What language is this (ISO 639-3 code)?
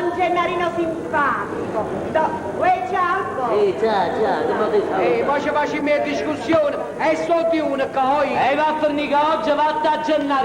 nap